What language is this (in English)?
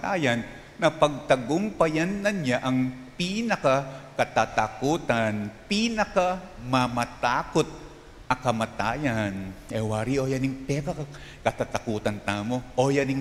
Pampanga